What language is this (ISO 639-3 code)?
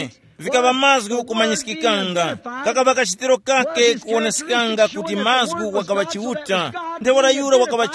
tum